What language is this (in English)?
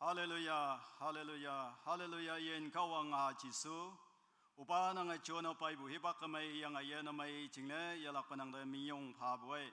Naga Pidgin